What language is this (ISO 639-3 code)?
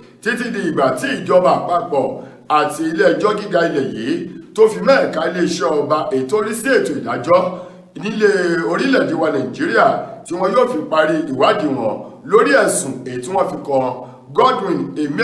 yor